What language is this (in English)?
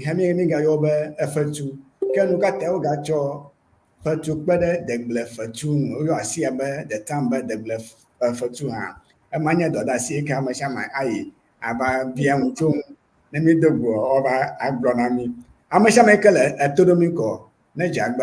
Ewe